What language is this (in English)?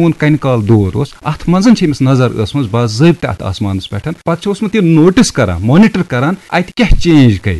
Kashmiri